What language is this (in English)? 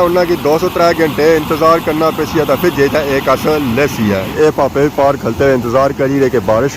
Pahari-Potwari